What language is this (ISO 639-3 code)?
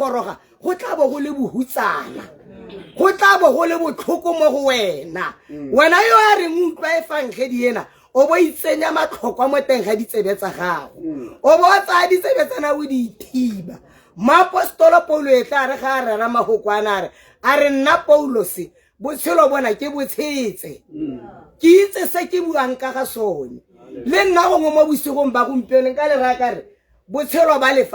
tsn